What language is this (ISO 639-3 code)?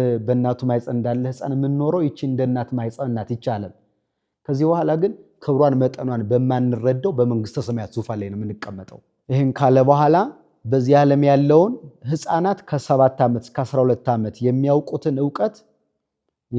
amh